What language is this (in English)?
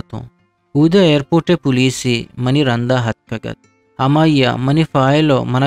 Eastern Balochi